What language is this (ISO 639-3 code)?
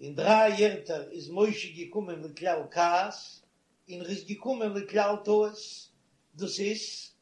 yid